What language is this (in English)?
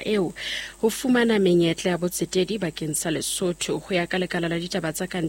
Southern Sotho